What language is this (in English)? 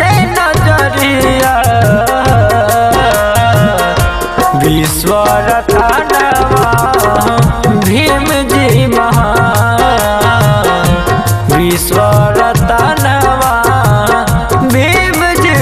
Bhojpuri